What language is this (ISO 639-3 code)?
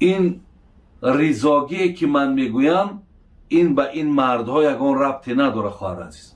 tgk